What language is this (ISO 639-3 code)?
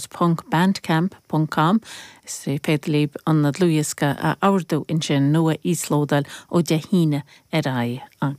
gle